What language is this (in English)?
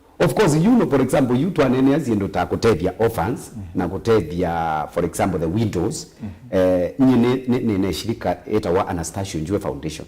Kamba